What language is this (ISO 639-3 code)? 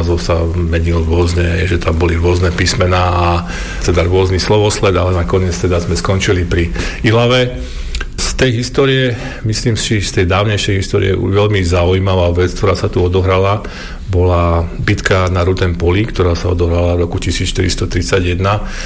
slk